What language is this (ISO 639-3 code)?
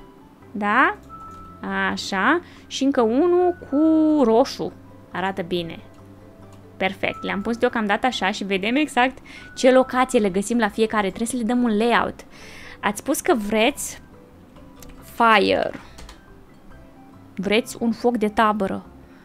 ron